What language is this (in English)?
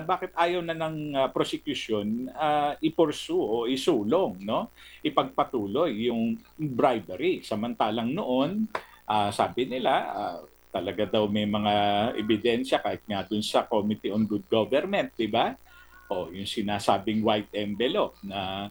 Filipino